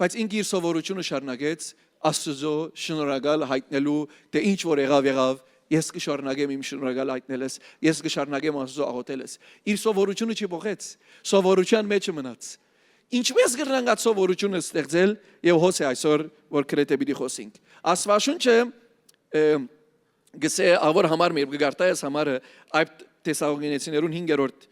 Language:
Western Armenian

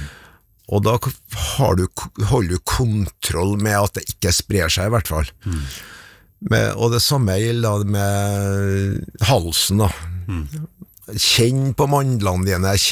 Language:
Norwegian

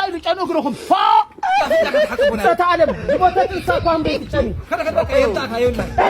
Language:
Tigrinya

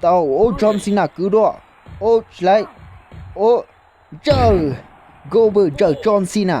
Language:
Hmong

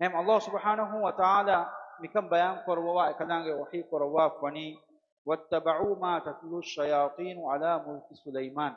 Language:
Divehi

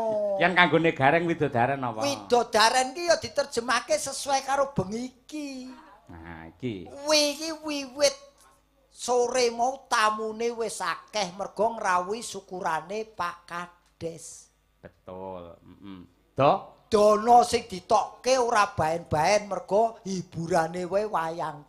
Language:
Javanese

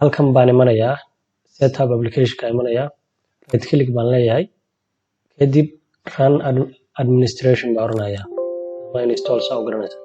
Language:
Somali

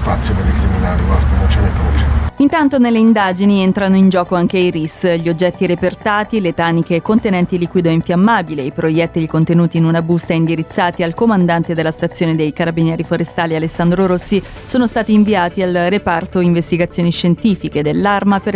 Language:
Italian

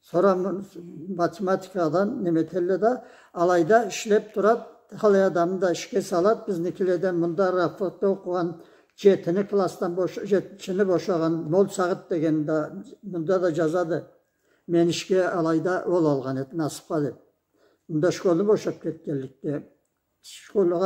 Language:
Karachay-Balkar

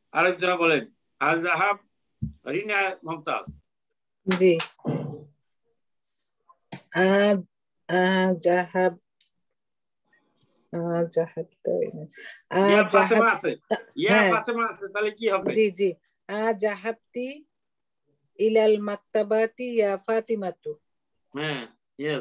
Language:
Bangla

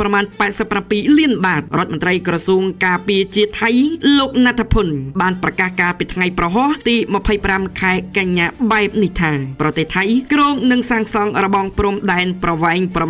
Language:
Khmer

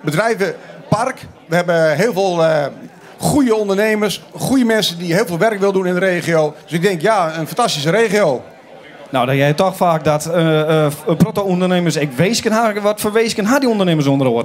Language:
Western Frisian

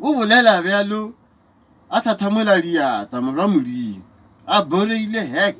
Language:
Northern Sotho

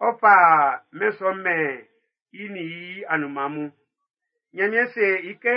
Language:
Baoulé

